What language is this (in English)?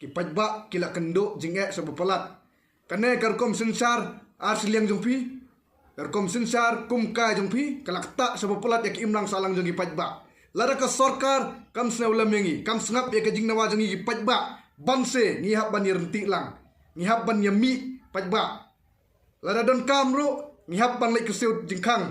Khasi